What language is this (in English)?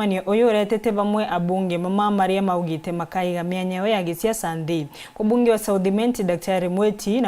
Meru